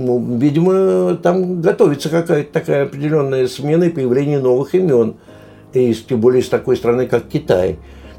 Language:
Russian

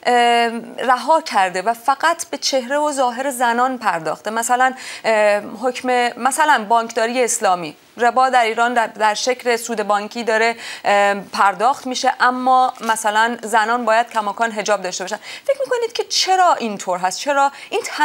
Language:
Persian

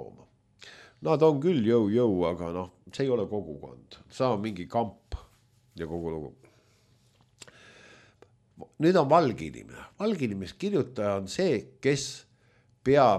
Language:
Estonian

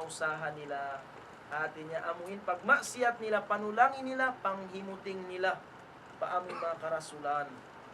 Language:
Tausug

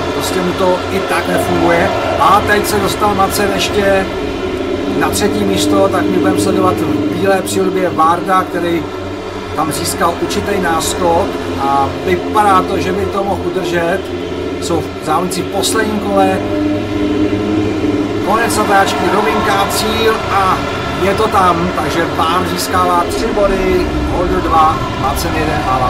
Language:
Czech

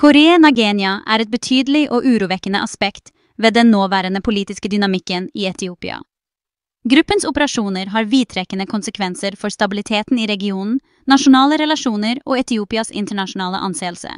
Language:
Norwegian Bokmål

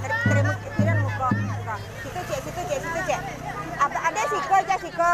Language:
Minangkabau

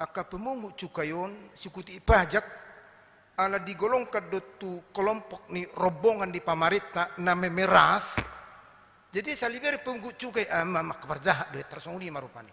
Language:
Batak Toba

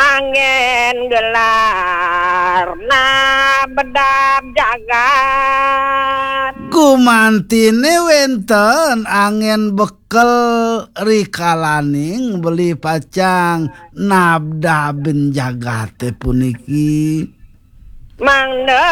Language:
Balinese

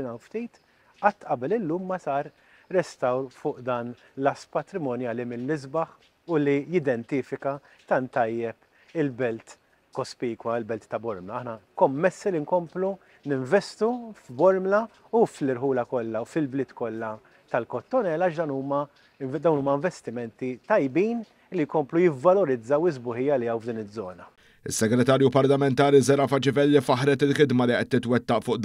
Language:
Maltese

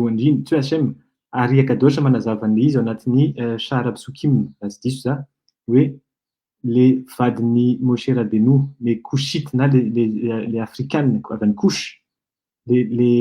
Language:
Malagasy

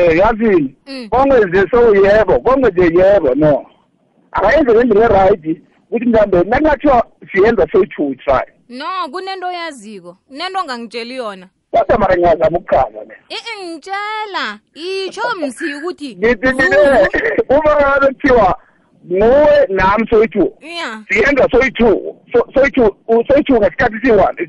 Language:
South Ndebele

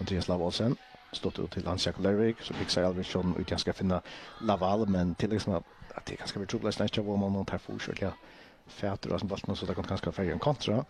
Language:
Faroese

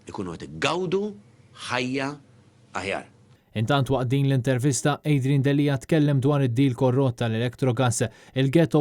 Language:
Maltese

